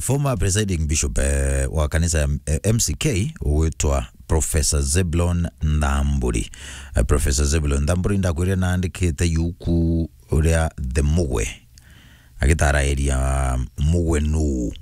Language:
Meru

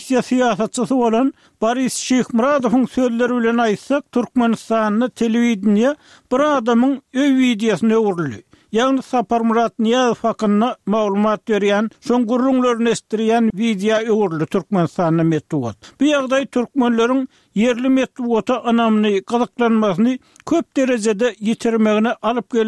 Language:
Turkmen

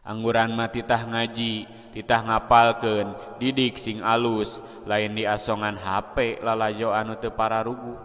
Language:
Sundanese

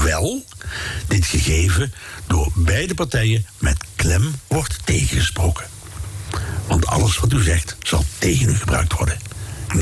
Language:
Dutch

